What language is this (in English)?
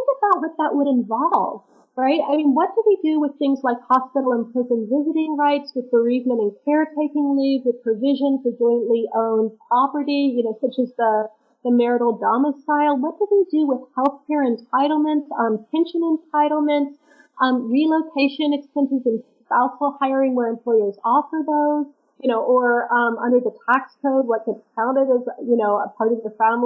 English